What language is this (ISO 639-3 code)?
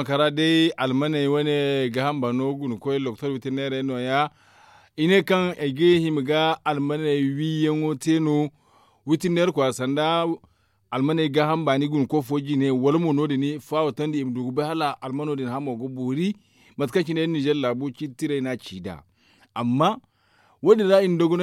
dje